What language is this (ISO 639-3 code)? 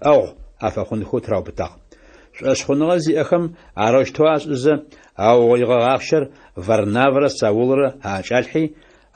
ady